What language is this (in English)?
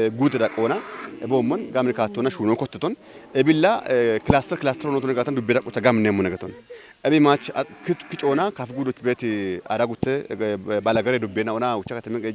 Kafa